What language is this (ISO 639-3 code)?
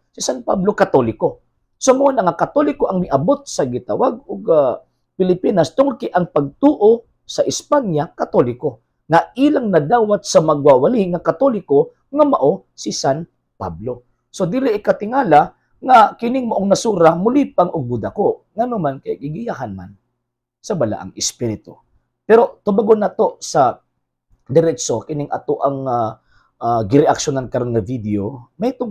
ceb